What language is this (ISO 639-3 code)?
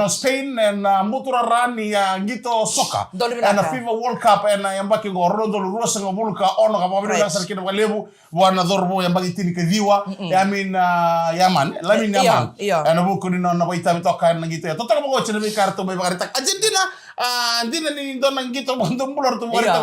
fij